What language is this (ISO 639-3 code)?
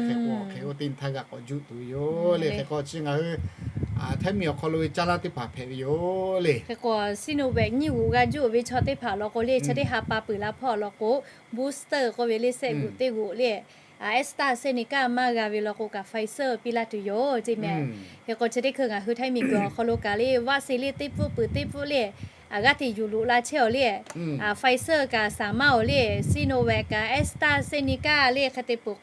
lhu